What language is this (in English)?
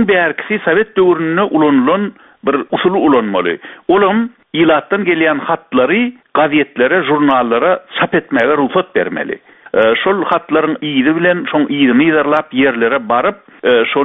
Turkmen